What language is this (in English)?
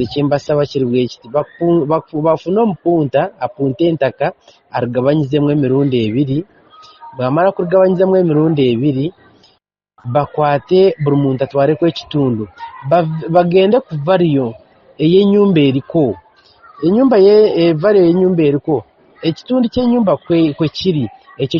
Ganda